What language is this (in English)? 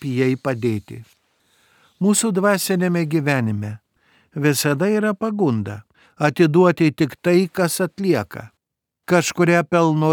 Lithuanian